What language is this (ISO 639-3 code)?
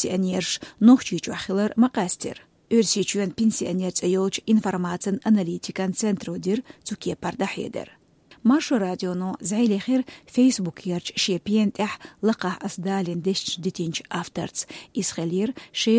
che